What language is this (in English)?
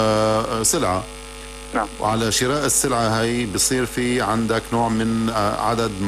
North Levantine Arabic